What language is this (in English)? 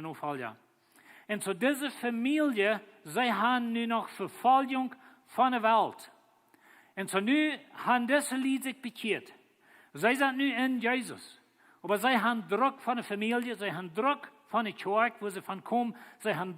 Plautdietsch